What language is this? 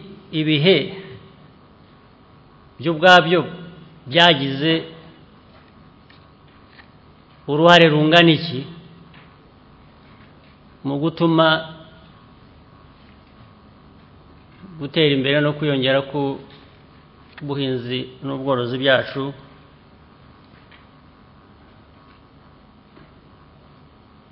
Kinyarwanda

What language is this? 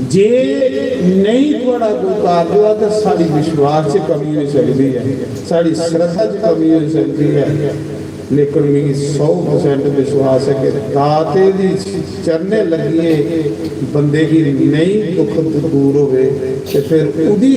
Dogri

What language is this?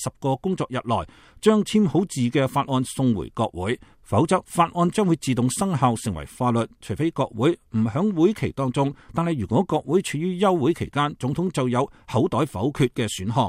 Cantonese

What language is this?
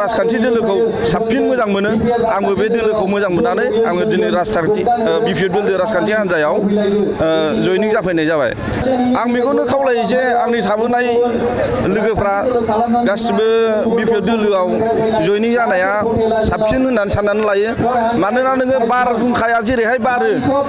Bodo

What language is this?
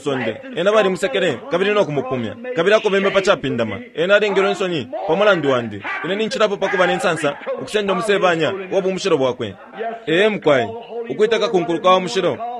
Bemba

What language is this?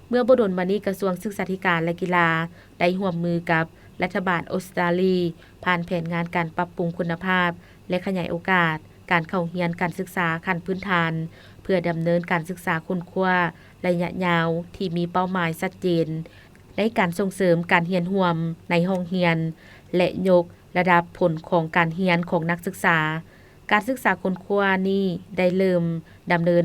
Lao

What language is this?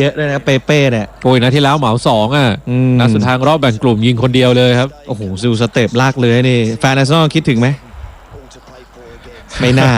Thai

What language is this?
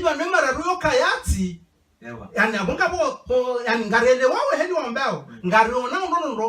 Ngazidja Comorian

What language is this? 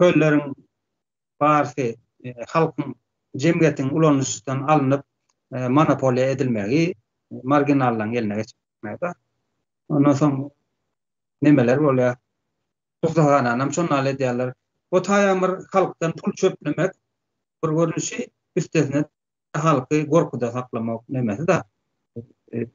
Turkmen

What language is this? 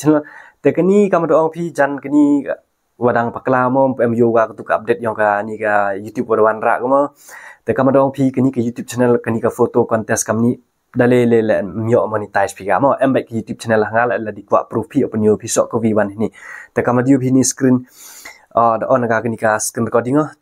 Khasi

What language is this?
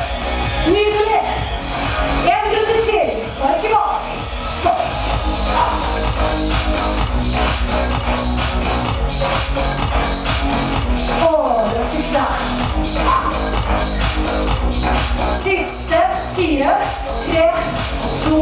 Norwegian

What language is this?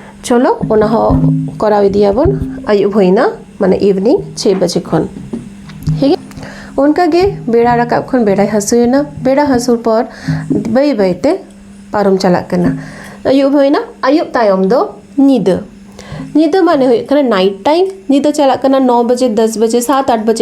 Santali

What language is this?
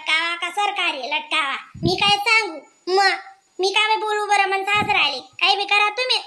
Khandesi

